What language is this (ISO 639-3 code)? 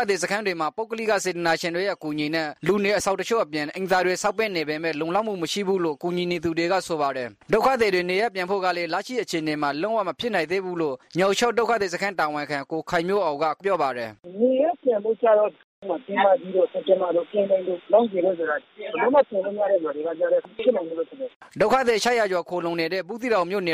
mya